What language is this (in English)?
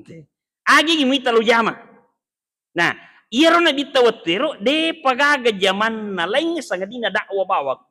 Buginese